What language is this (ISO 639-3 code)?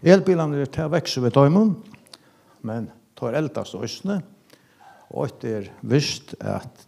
fao